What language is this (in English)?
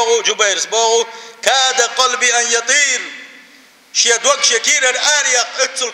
Chechen